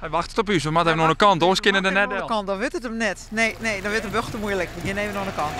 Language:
Western Frisian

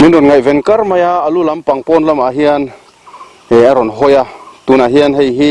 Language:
Mizo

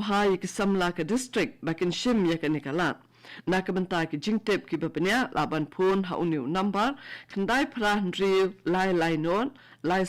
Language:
Khasi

